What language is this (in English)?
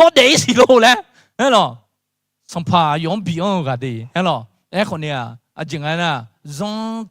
Akha